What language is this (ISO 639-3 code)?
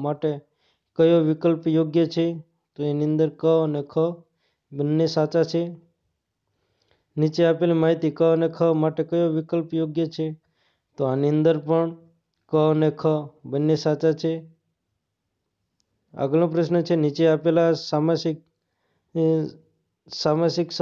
guj